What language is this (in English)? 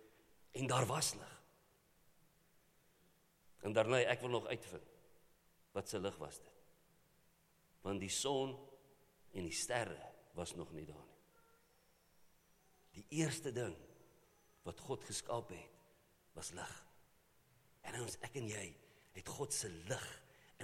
Afrikaans